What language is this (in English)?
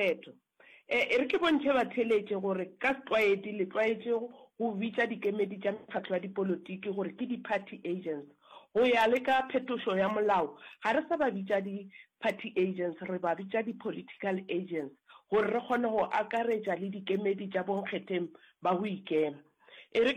Northern Sotho